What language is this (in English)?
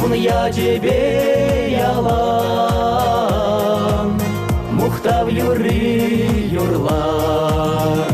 Chuvash